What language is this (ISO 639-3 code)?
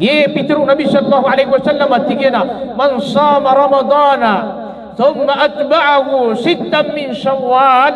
mrw